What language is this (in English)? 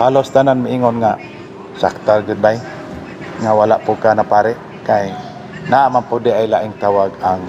Cebuano